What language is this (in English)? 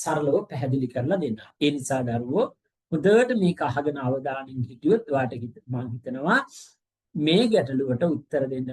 Sinhala